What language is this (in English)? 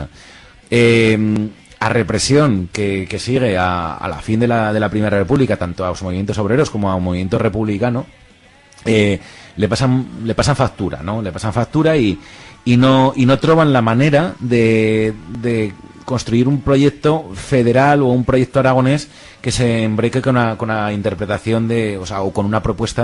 Aragonese